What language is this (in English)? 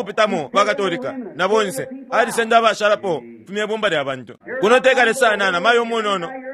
Bemba